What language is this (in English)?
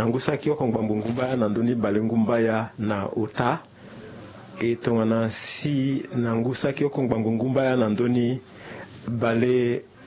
Sango